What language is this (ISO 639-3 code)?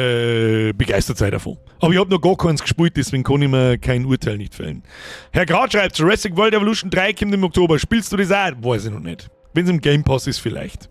bar